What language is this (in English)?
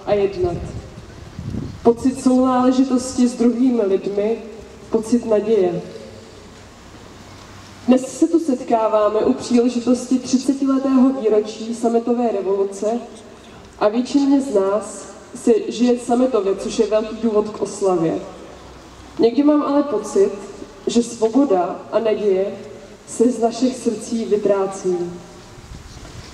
Czech